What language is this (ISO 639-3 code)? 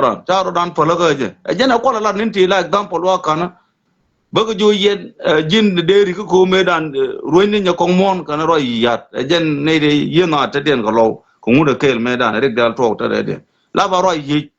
nus